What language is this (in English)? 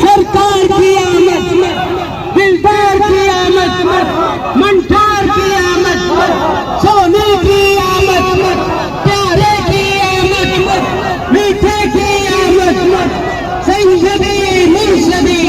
Pahari-Potwari